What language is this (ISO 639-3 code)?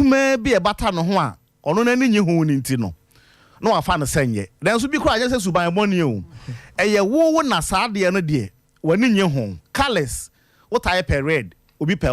aka